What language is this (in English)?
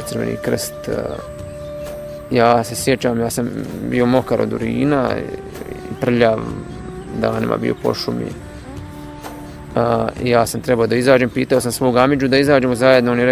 Bosnian